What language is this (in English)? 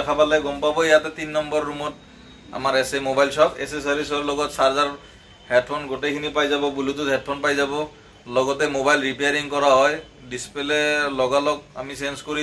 Assamese